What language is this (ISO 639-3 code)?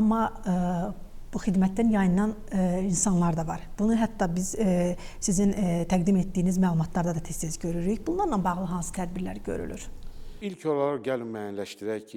aze